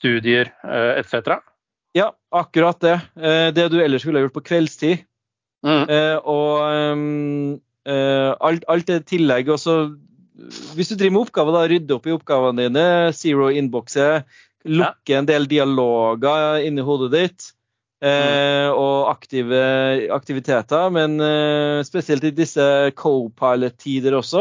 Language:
Norwegian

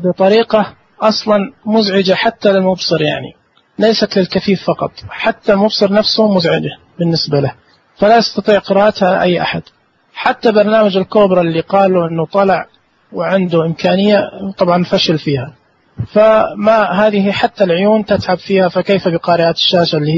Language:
Najdi Arabic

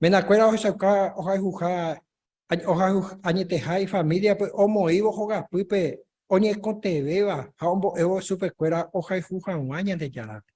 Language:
Guarani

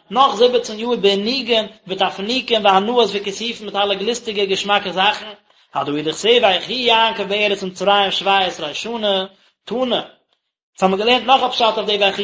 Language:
Yiddish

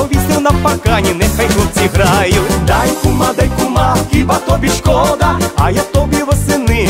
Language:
Ukrainian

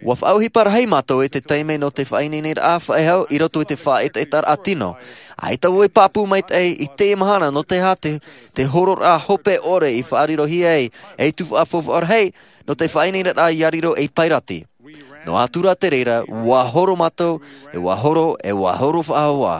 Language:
Tahitian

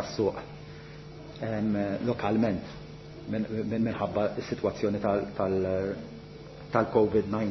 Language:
Maltese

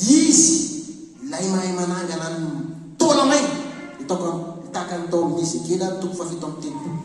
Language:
Malagasy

